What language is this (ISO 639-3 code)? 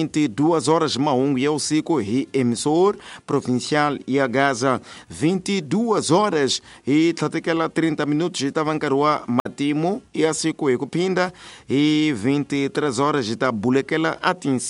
tso